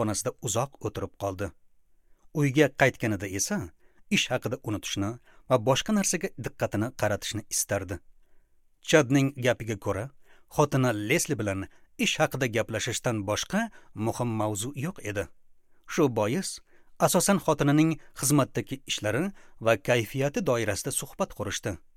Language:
Uzbek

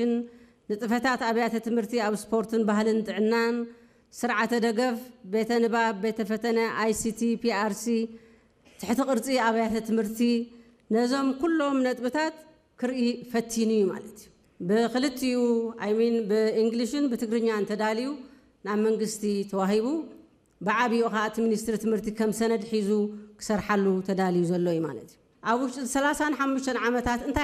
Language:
Tigrinya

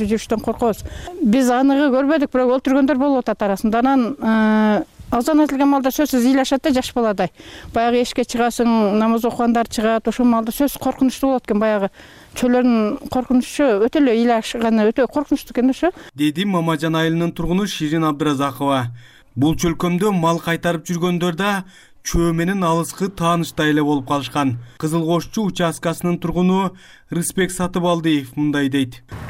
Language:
Kyrgyz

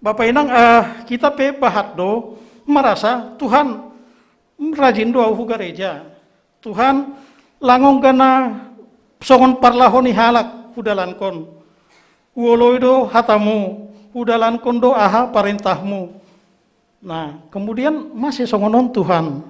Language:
Batak Simalungun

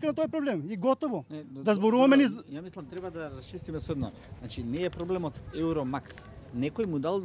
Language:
Macedonian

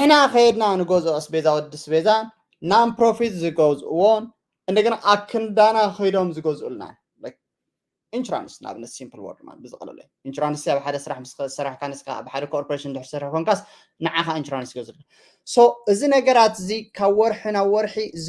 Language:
Tigrinya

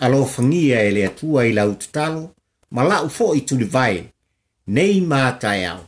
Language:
Samoan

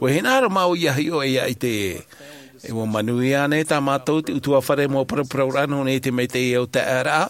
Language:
Tahitian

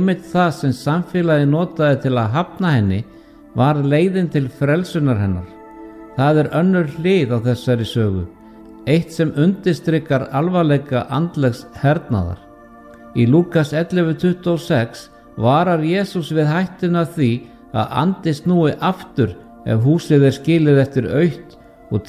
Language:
Icelandic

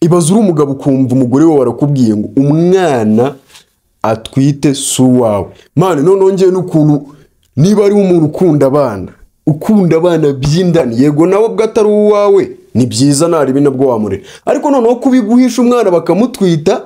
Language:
Kinyarwanda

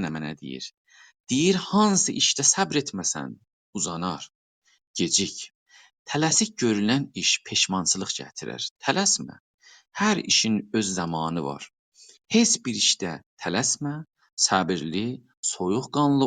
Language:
South Azerbaijani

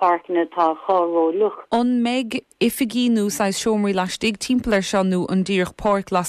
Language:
Irish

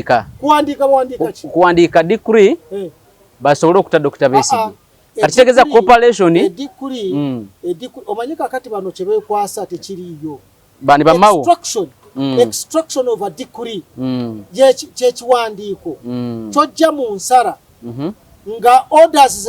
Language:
Ganda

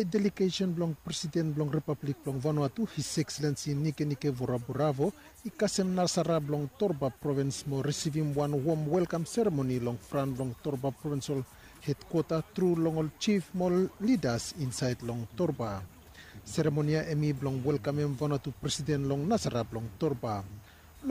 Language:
Bislama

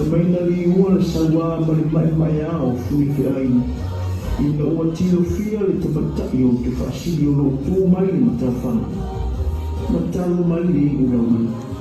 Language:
Samoan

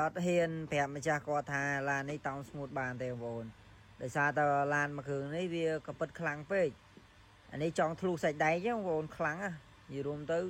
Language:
Khmer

